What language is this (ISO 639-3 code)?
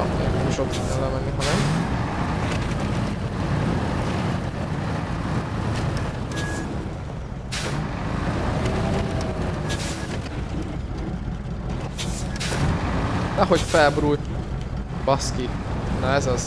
hun